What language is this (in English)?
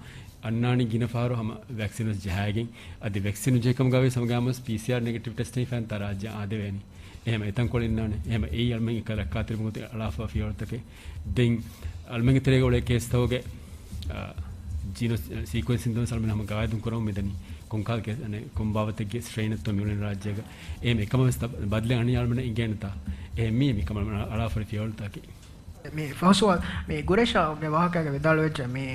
Divehi